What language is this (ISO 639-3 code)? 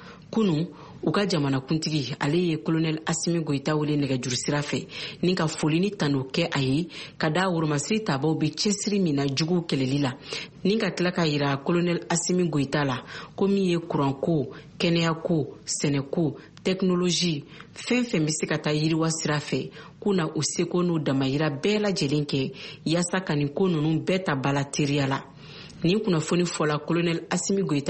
bam